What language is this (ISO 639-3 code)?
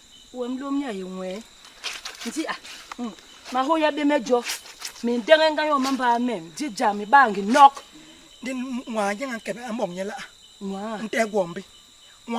bas